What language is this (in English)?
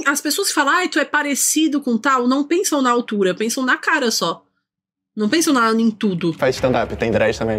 Portuguese